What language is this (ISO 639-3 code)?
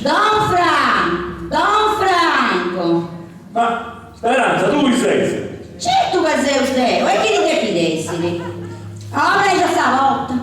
srd